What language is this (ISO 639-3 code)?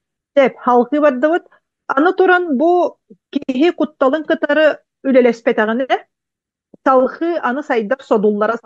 sah